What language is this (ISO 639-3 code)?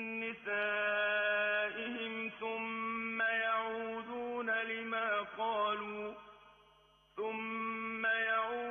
ara